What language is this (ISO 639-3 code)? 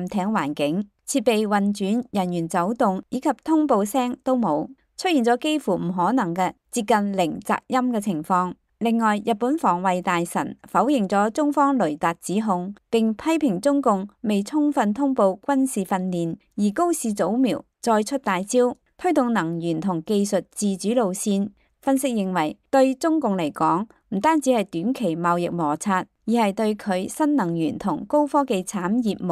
yue